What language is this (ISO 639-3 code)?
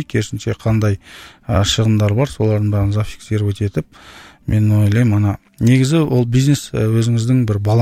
kaz